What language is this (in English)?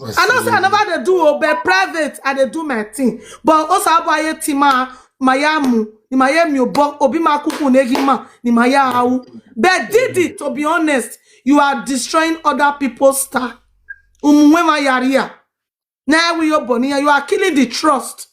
Nigerian Pidgin